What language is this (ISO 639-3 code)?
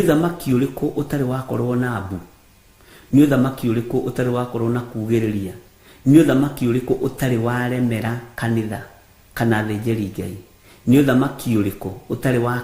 kik